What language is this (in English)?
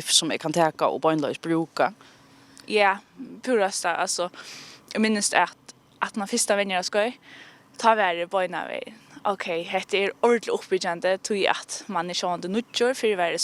Faroese